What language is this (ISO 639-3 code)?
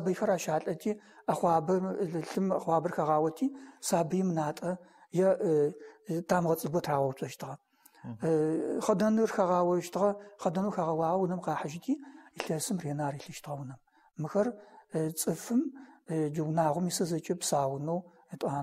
ady